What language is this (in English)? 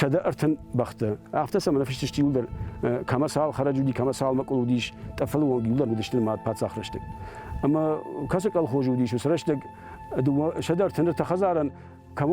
Ossetic